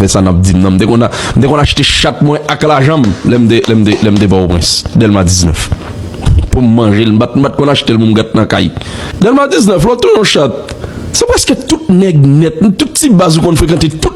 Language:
Haitian Creole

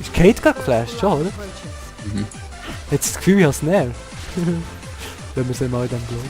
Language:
Swiss German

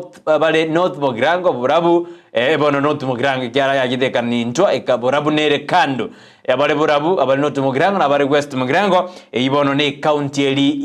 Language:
Gusii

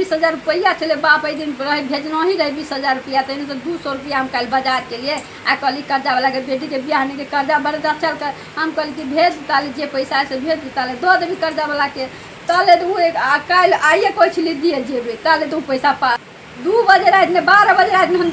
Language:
Maithili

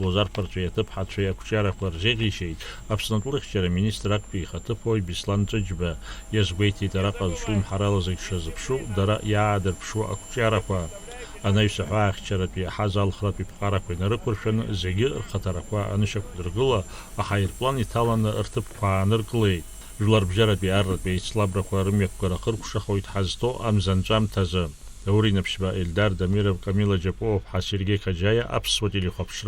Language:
Abkhazian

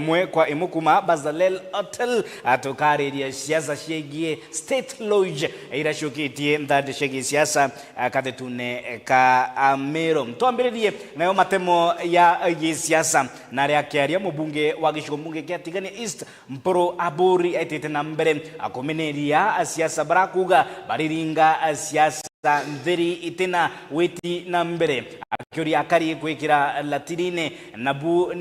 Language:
Meru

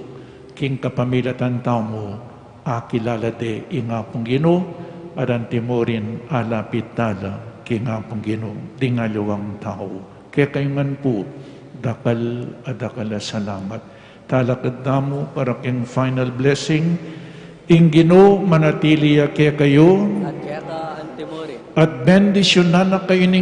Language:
Pampanga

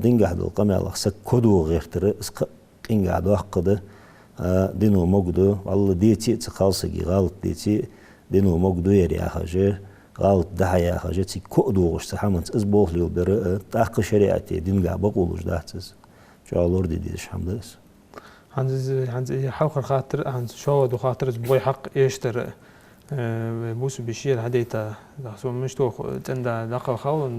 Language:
Ingush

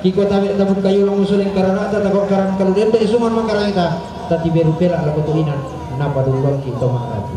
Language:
Toraja-Sa'dan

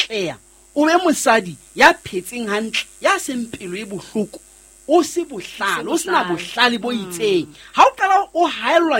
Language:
Southern Sotho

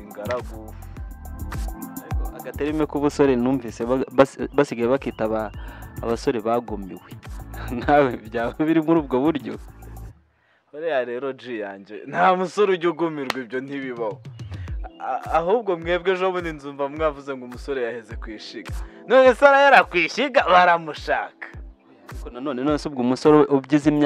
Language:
Kinyarwanda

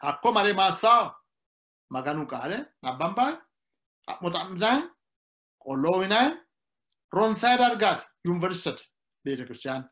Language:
Sidamo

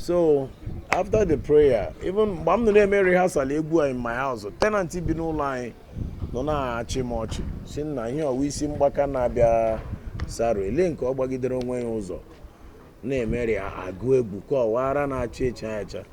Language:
Igbo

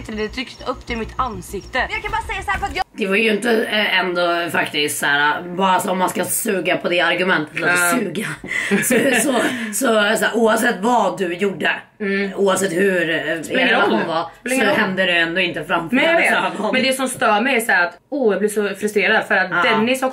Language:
Swedish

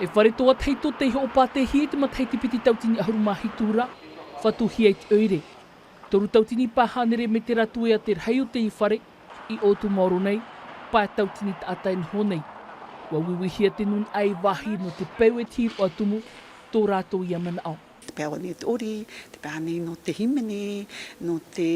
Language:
Tahitian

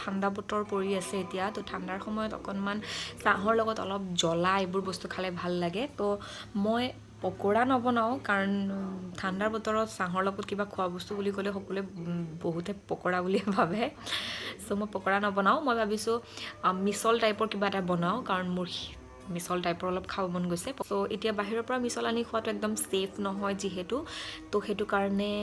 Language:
Assamese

